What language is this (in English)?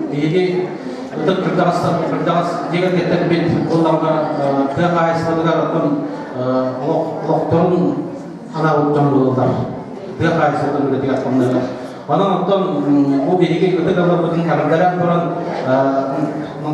Yakut